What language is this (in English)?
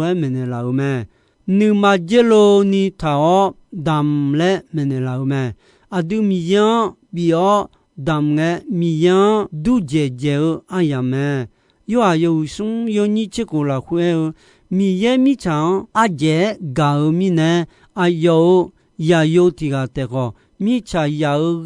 Akha